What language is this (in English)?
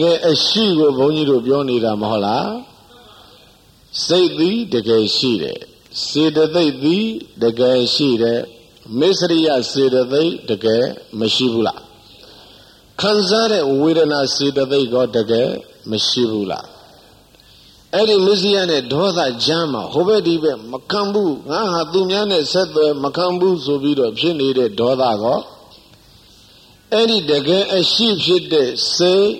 Burmese